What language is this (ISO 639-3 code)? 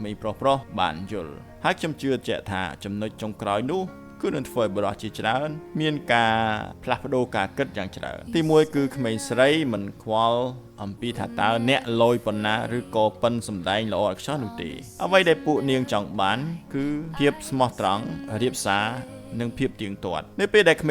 khm